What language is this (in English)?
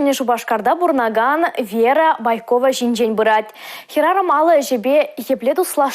Chuvash